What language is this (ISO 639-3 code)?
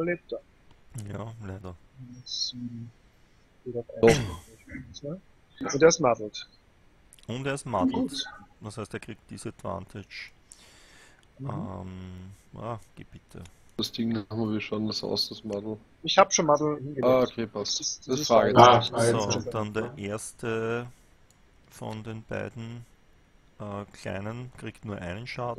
deu